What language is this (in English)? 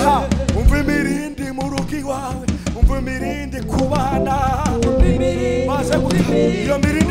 Kinyarwanda